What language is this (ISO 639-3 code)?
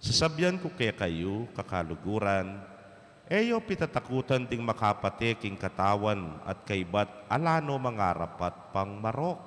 pam